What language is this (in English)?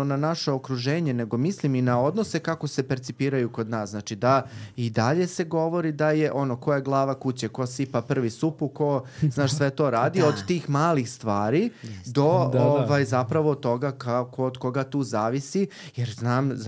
Serbian